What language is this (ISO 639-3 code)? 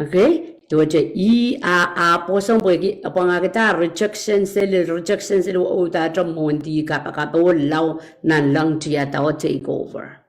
pon